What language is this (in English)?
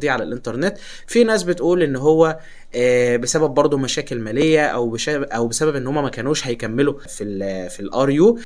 Egyptian Arabic